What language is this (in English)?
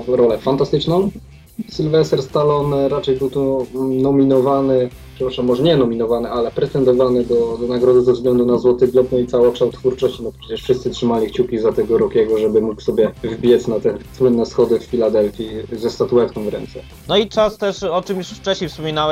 Polish